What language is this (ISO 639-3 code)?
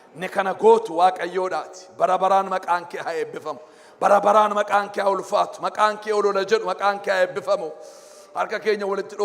orm